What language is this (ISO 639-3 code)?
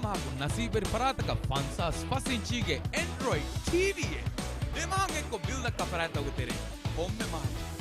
div